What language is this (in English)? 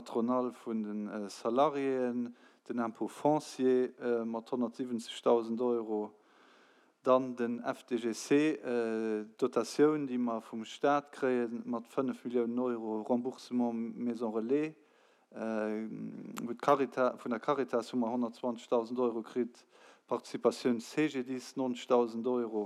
Luxembourgish